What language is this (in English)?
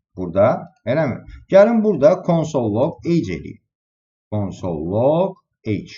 Azerbaijani